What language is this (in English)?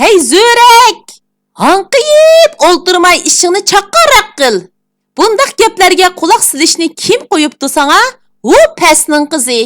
Uyghur